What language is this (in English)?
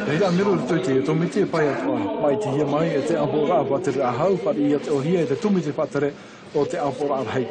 Tahitian